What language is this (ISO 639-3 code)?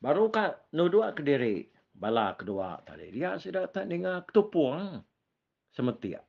iba